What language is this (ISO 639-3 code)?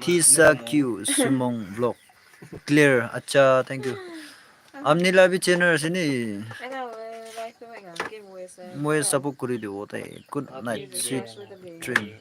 nag